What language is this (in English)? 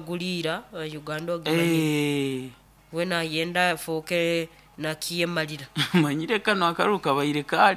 Nyoro